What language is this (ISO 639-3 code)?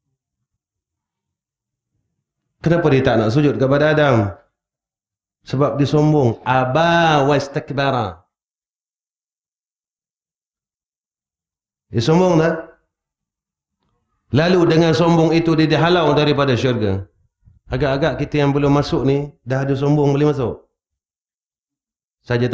msa